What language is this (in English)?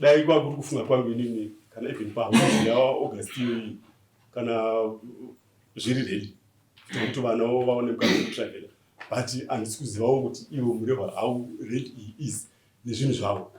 Shona